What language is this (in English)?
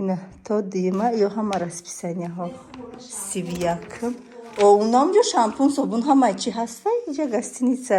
Tajik